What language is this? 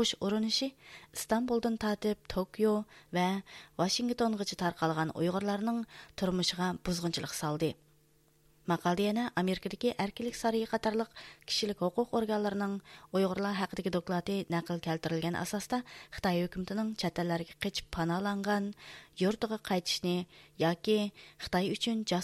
Uyghur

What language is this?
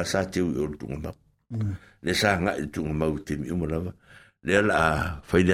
Samoan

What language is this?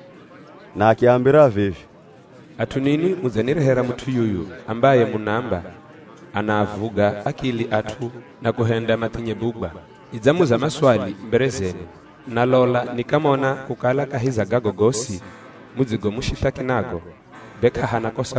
Swahili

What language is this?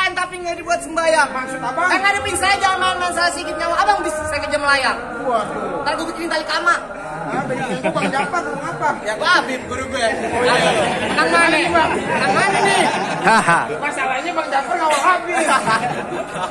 Betawi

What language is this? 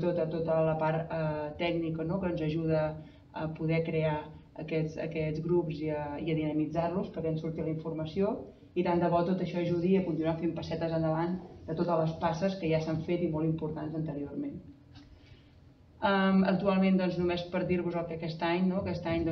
Catalan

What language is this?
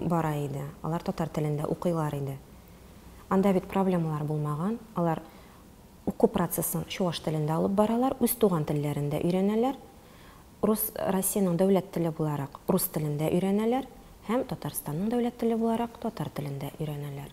Tatar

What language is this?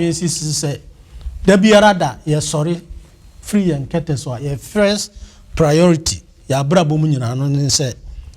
Akan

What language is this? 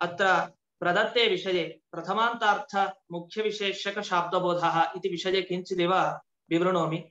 Sanskrit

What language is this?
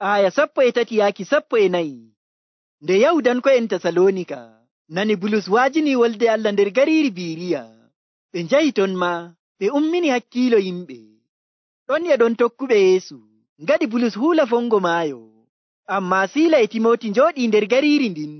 Nigerian Fulfulde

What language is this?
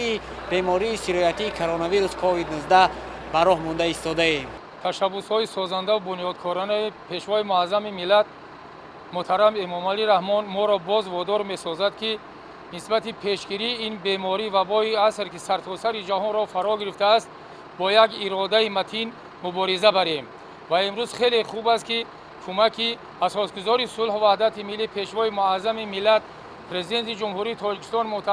Tajik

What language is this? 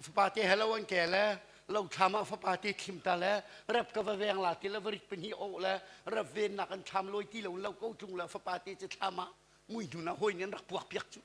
Hakha Chin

